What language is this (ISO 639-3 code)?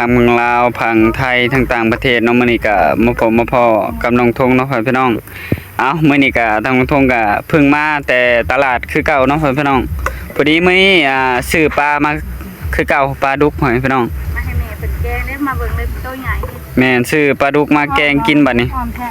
tts